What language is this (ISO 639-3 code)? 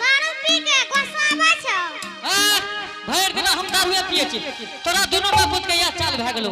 anp